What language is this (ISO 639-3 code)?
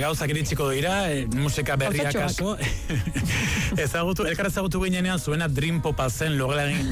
eus